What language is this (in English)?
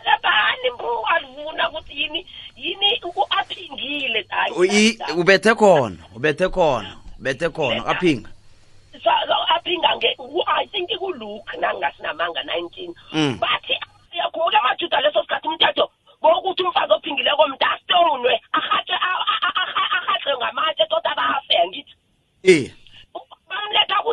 South Ndebele